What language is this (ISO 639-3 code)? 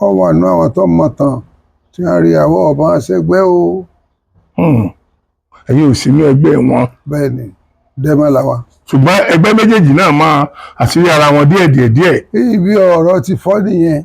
yor